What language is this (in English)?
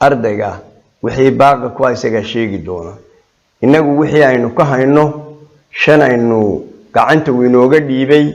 Somali